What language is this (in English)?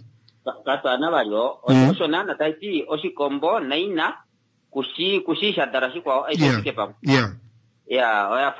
Kuanyama